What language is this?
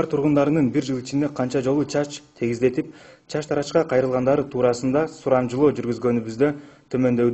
Kyrgyz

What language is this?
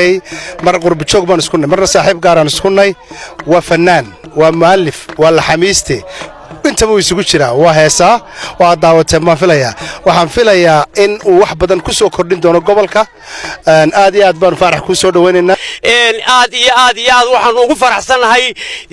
Somali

